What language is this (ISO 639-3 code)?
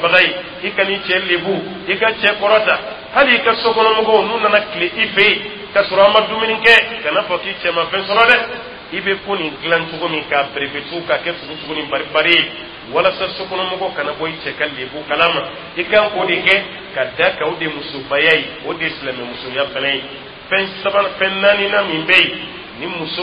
dyu